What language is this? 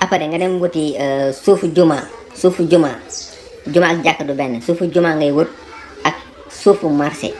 Wolof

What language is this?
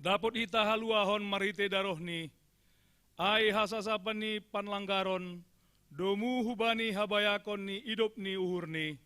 Batak Simalungun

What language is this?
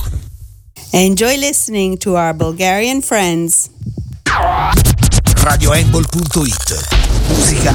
Italian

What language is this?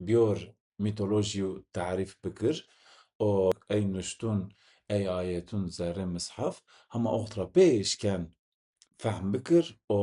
Zaza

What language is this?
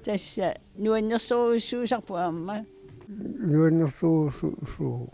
Kalaallisut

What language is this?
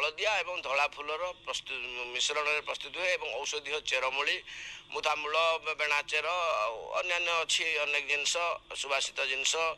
Odia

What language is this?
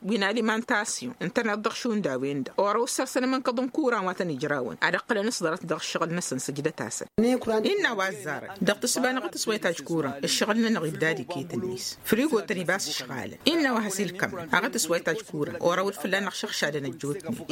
Tamasheq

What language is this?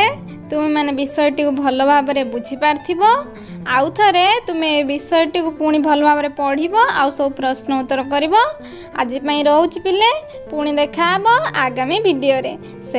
Odia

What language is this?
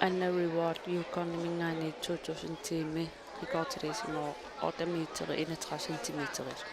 Kalaallisut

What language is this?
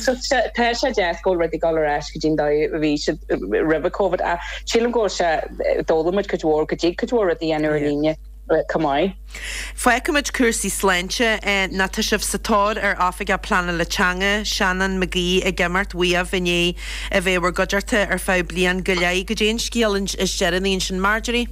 Irish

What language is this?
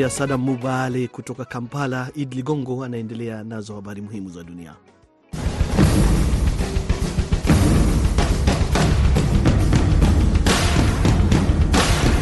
Swahili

